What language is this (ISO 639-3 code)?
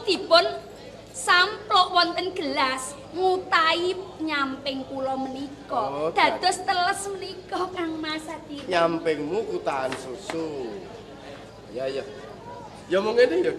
jav